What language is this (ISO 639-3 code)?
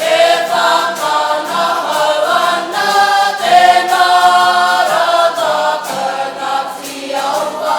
mri